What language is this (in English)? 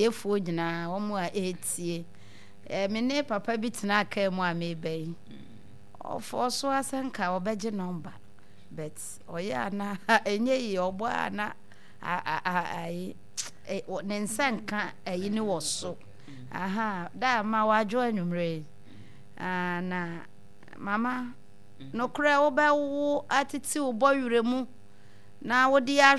Akan